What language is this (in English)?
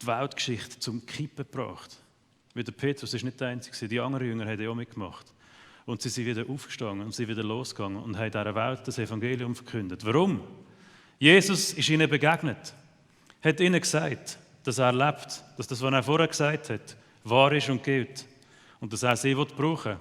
Swiss German